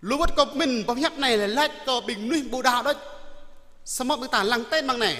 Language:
Jarai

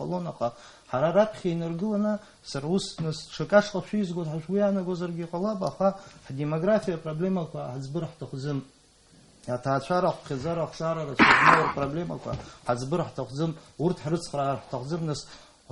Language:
Abkhazian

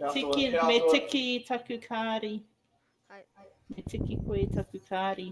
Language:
Māori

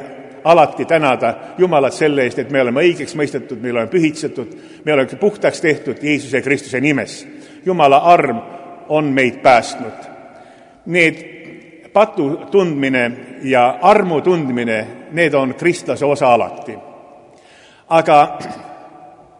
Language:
Estonian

